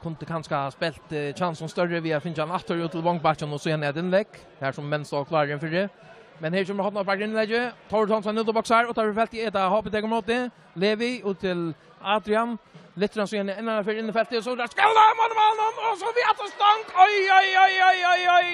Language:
Faroese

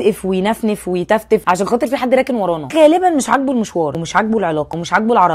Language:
Egyptian Arabic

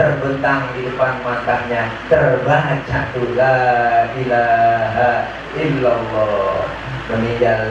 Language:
Betawi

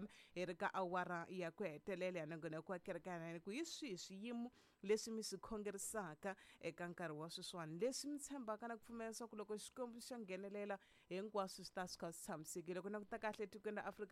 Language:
Tsonga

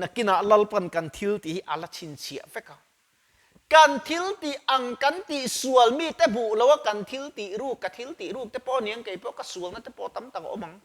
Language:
Mizo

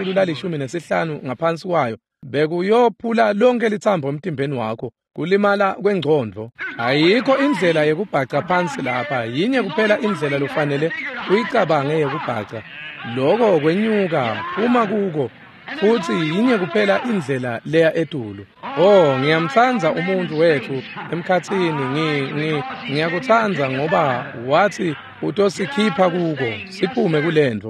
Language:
Swati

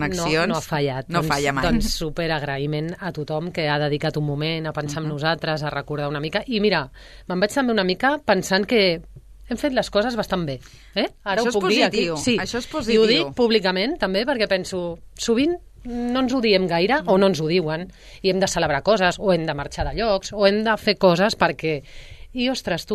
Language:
Catalan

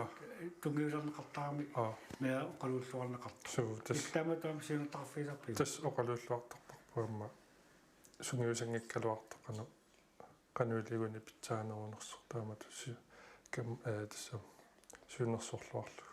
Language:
Kalaallisut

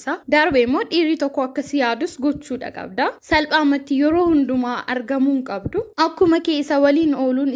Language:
Oromo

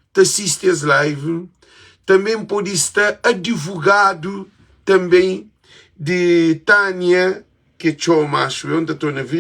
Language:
Kabuverdianu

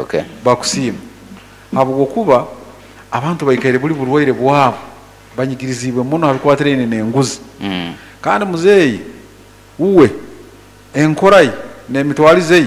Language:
Nyoro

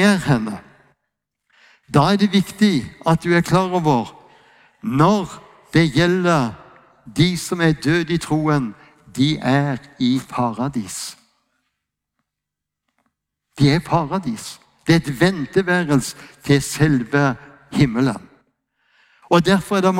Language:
Norwegian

